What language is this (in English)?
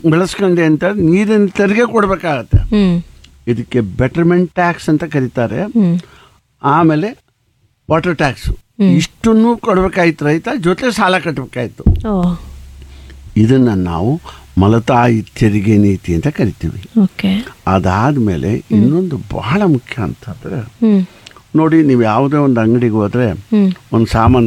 Kannada